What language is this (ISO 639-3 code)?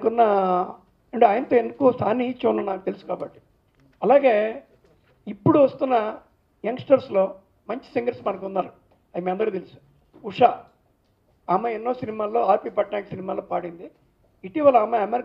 tel